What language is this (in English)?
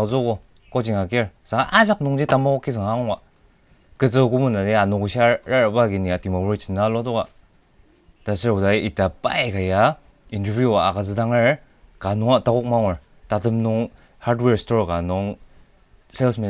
Ao Naga